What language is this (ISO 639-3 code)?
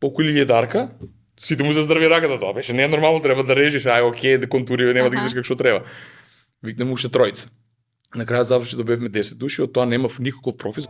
mkd